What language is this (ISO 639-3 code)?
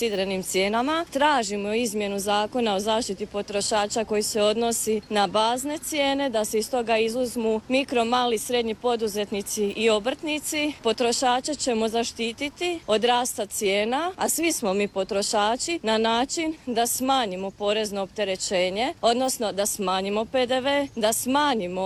hrv